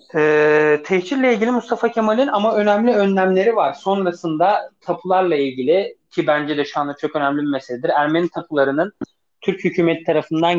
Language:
Turkish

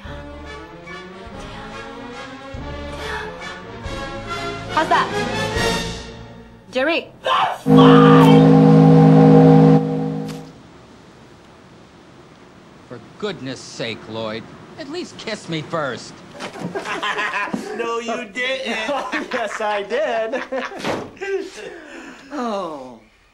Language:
English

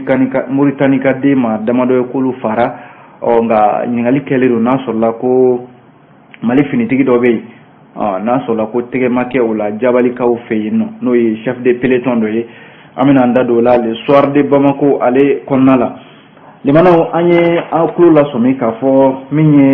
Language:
Bambara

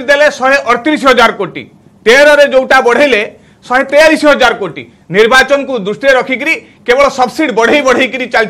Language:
Odia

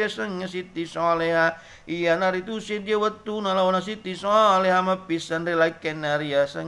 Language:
Buginese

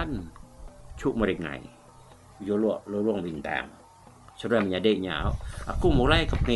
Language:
Iban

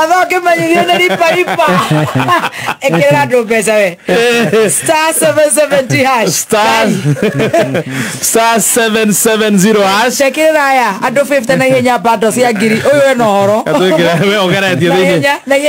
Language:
Kikuyu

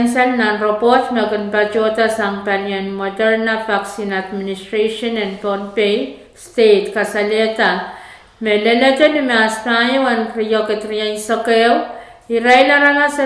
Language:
Pohnpeian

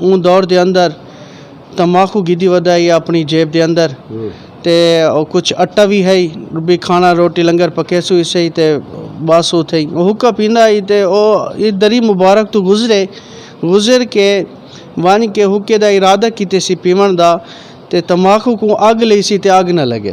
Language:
Western Panjabi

